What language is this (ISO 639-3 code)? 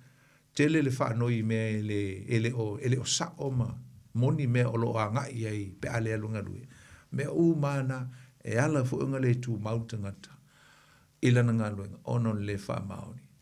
smo